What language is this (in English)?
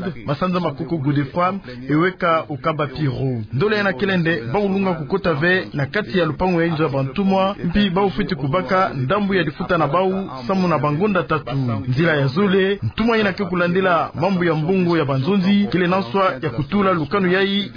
Kituba (Democratic Republic of Congo)